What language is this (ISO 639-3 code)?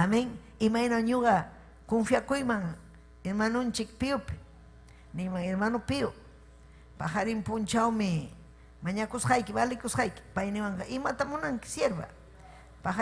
quy